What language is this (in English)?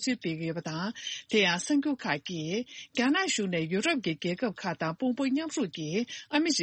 Tibetan